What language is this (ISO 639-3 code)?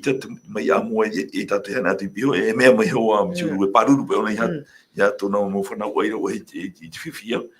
tah